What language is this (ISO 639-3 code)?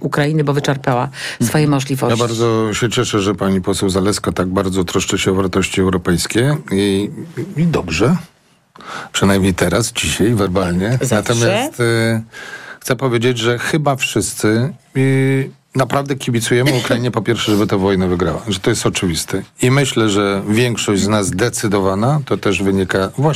pol